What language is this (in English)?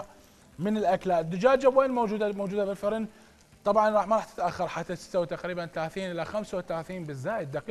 Mesopotamian Arabic